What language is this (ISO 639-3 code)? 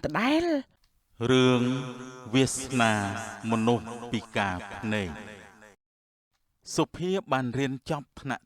khm